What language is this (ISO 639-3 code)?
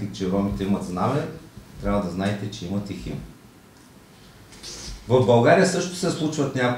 bul